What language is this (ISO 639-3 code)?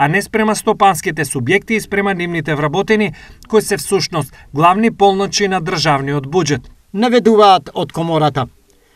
mkd